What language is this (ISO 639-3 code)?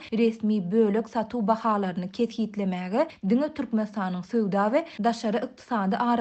tuk